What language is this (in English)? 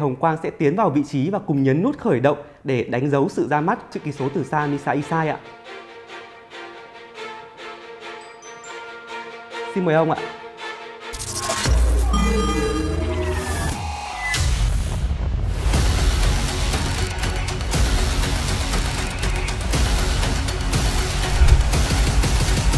Vietnamese